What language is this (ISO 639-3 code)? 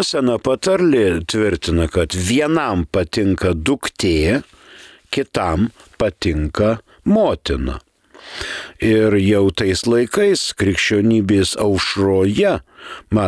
lit